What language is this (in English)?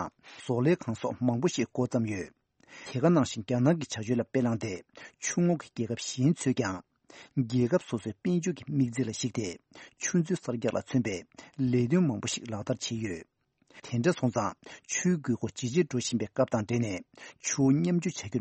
Tibetan